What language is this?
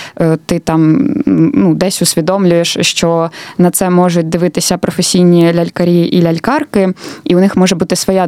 Ukrainian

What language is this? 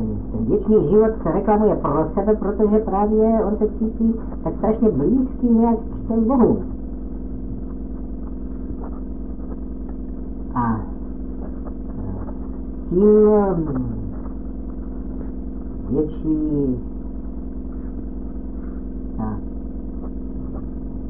Czech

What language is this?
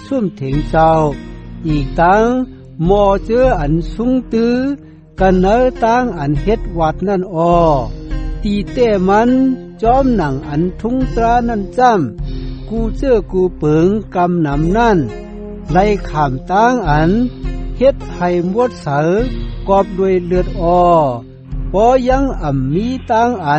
Shan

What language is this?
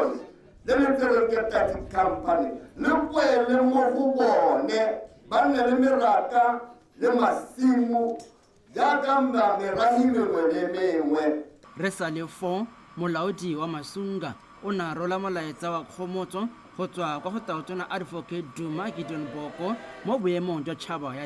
Tswana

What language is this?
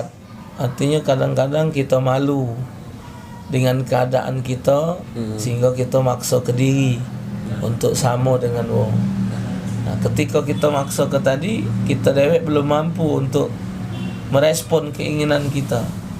Musi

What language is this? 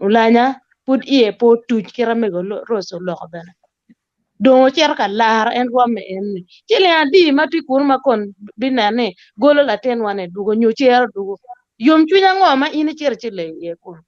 Acoli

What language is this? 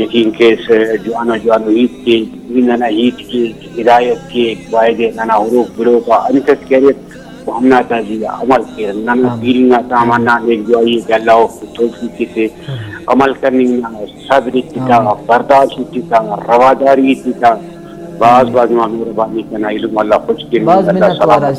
Brahui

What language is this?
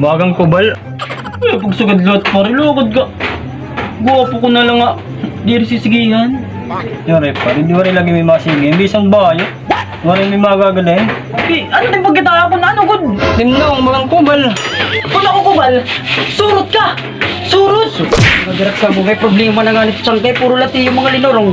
Waray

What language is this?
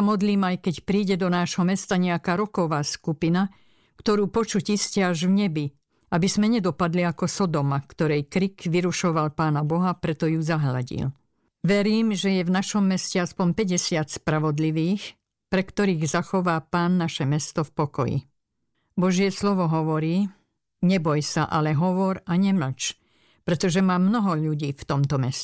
Slovak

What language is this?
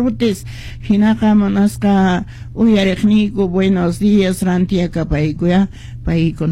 Quechua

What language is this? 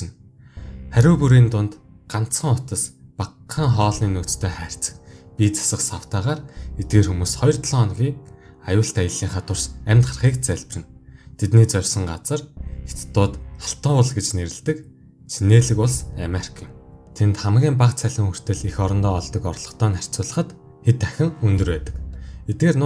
Mongolian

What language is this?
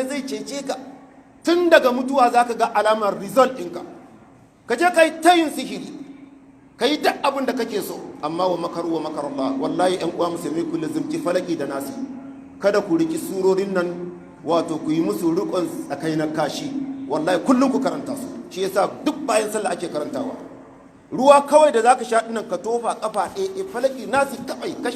Hausa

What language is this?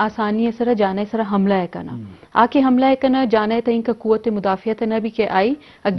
Eastern Balochi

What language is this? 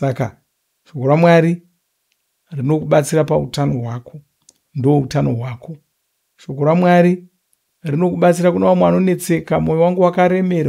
Shona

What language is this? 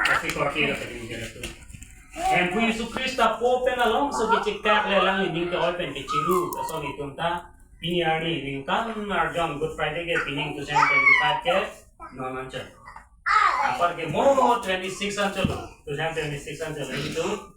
Karbi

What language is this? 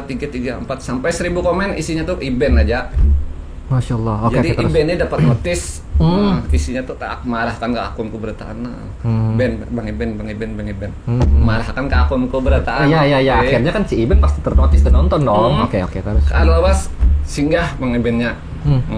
Banjar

